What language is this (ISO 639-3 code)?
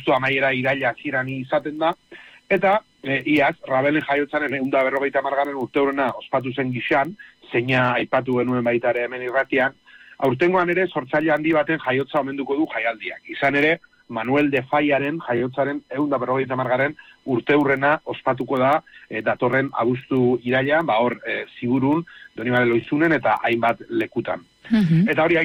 eus